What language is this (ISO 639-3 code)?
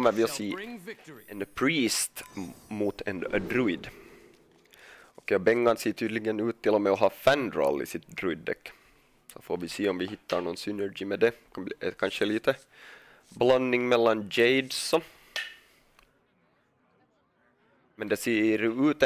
swe